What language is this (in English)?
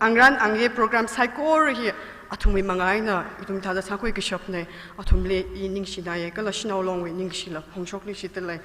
Tangkhul Naga (India)